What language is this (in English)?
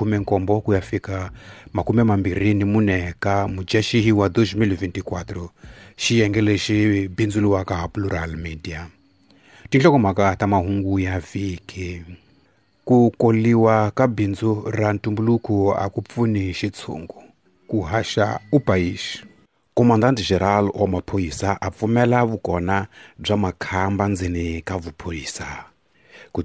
Tsonga